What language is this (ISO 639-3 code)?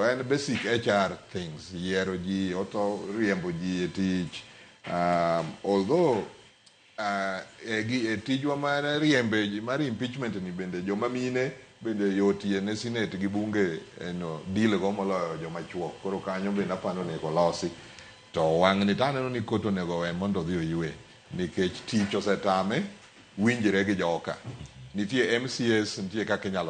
luo